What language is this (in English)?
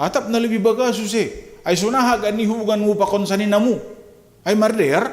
Batak Simalungun